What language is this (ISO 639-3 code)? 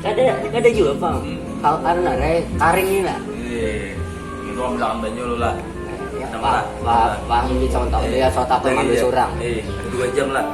bjn